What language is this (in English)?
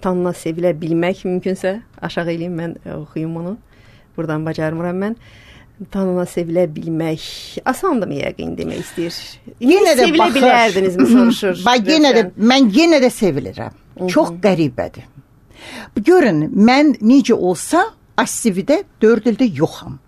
Azerbaijani